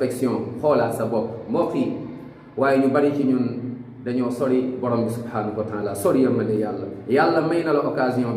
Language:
Wolof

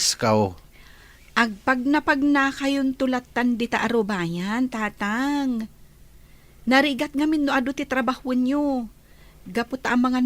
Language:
Iloko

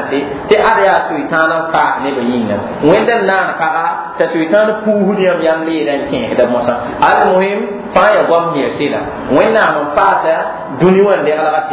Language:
Mossi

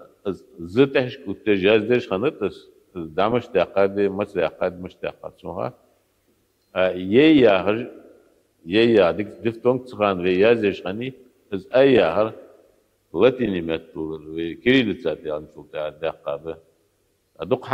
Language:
Ingush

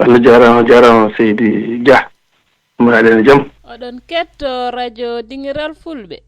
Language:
Fula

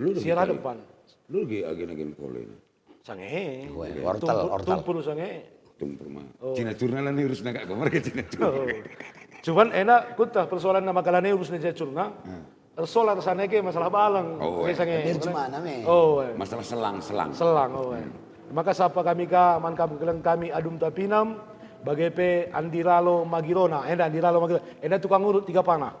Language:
Batak Karo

